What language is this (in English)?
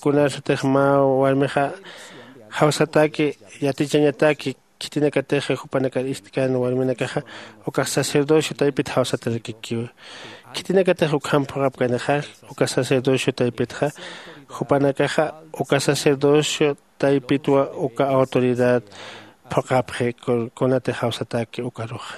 Aymara